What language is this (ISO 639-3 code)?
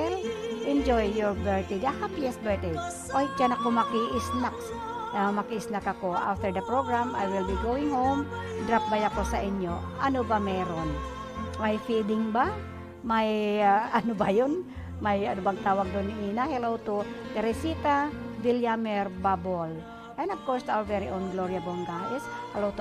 bik